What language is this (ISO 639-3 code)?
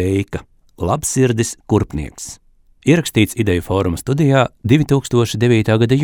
lav